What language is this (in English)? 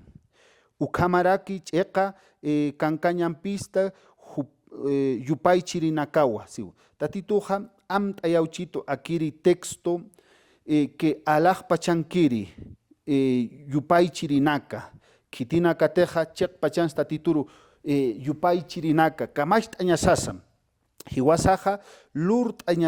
Aymara